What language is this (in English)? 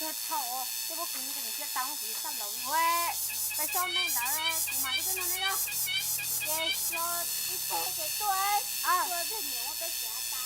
Hmong